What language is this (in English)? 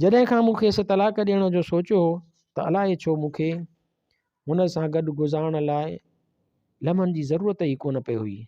Sindhi